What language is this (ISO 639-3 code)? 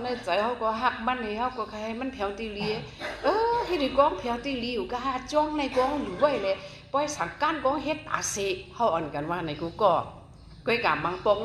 shn